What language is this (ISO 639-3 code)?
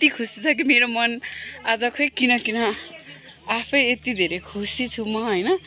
nep